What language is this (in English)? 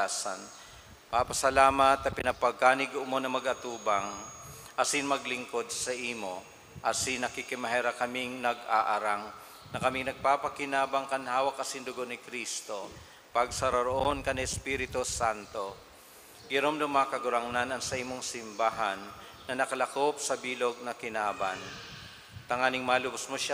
Bikol